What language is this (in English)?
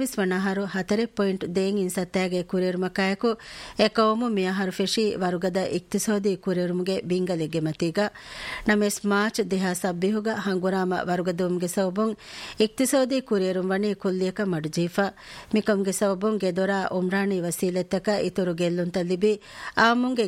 Divehi